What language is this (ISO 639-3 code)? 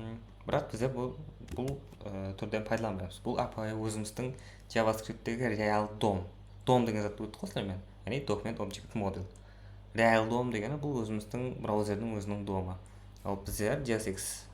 kaa